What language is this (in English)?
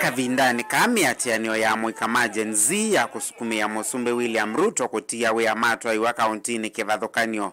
Kamba